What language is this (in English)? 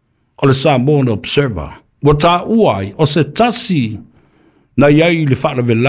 Samoan